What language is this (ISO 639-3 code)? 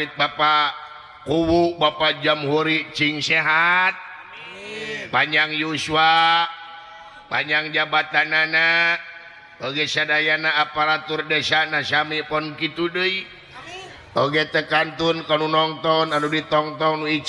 sun